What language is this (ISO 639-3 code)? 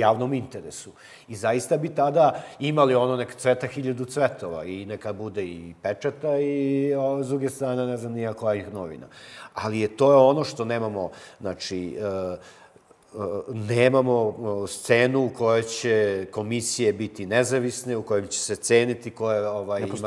srp